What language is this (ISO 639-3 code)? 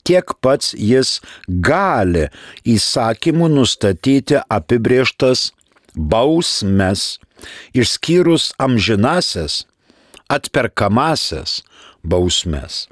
lit